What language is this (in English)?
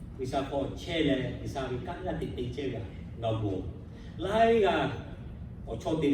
Lahu